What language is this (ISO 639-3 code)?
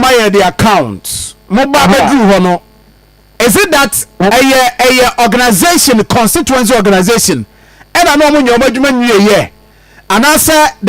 aka